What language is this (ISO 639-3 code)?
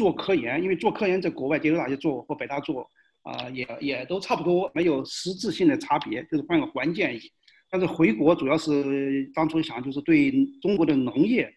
zho